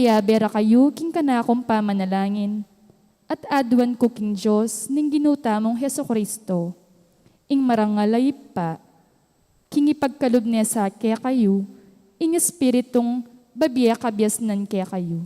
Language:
Pampanga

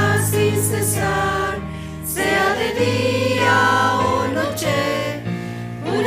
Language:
Aymara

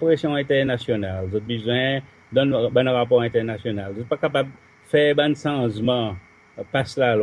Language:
Seselwa Creole French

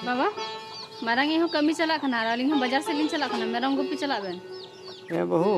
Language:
Santali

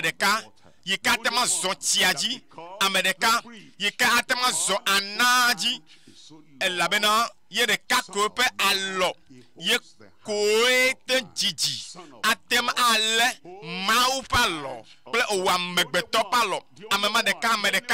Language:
Ewe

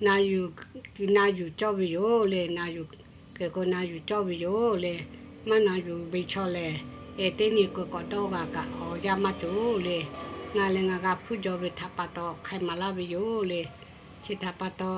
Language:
Lahu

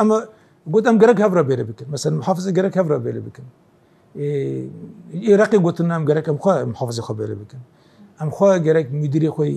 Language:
Kurdish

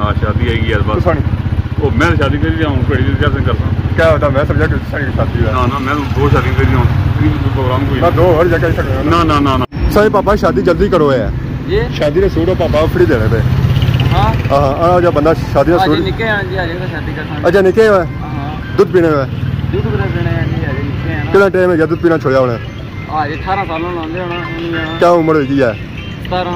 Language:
Pahari-Potwari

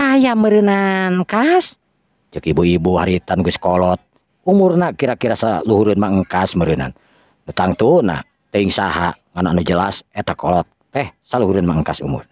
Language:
Sundanese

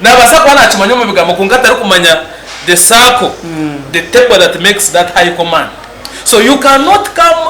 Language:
Nyankole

